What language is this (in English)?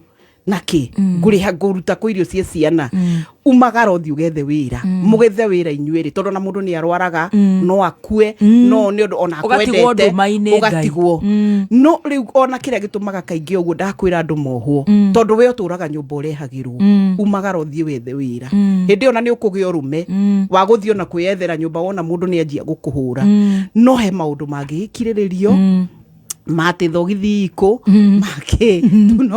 Kikuyu